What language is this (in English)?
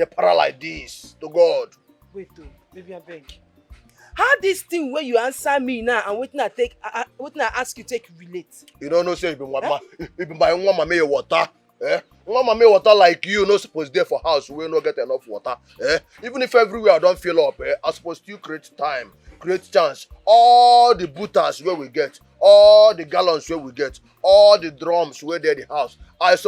Nigerian Pidgin